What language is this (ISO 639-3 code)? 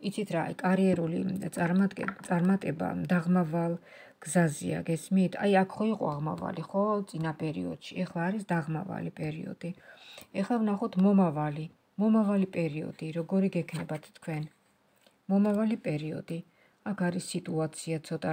kat